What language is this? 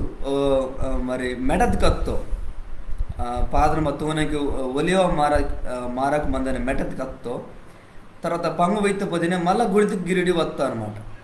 Koya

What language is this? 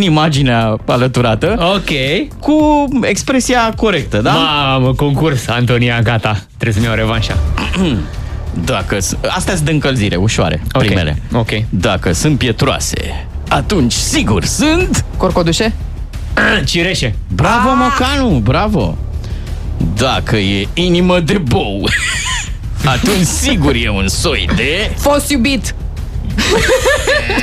Romanian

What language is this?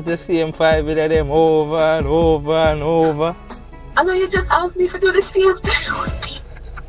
Jamaican Creole English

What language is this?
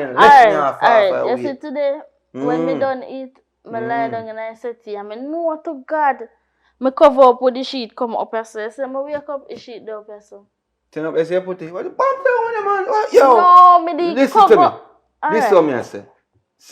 Jamaican Creole English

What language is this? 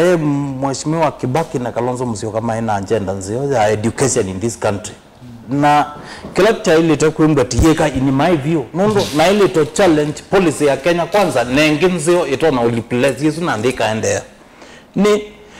Kamba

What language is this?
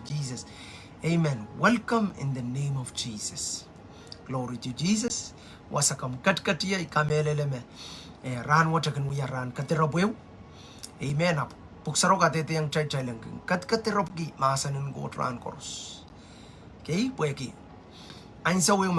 Pohnpeian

